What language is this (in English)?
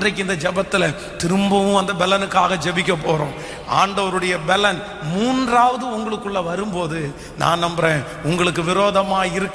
Tamil